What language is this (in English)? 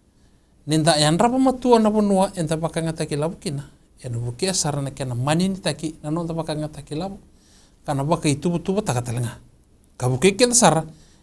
Fijian